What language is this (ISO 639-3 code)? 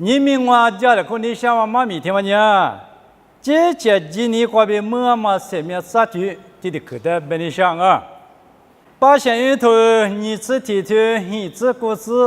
lis